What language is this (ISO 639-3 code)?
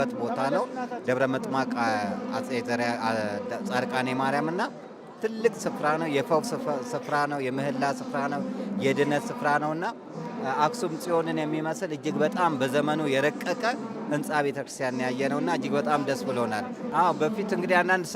amh